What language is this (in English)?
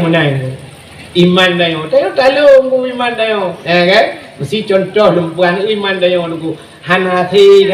Achinese